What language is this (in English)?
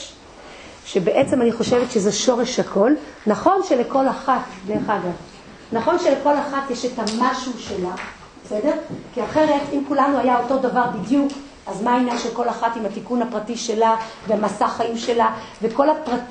Hebrew